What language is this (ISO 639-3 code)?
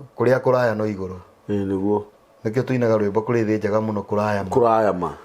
kik